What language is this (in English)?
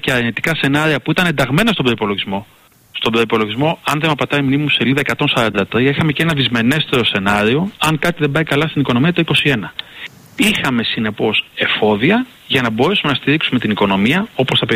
Greek